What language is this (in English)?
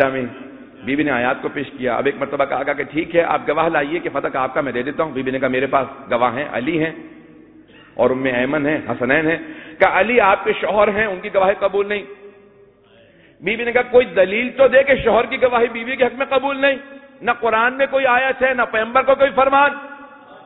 Urdu